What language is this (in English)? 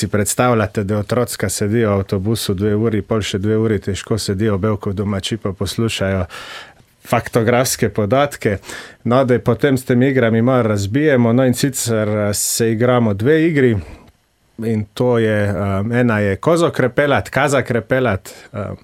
Slovenian